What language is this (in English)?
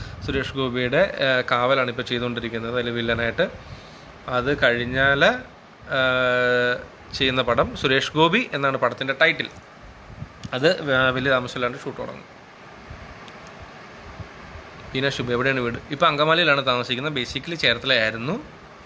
Malayalam